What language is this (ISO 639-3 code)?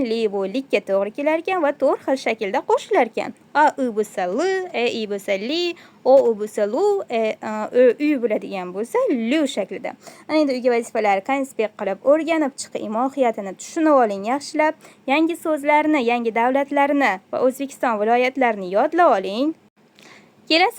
uzb